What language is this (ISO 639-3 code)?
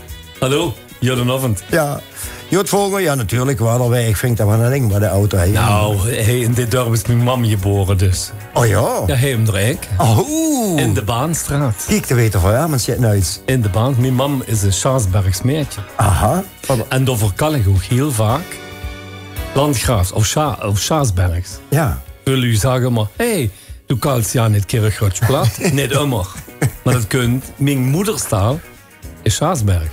lim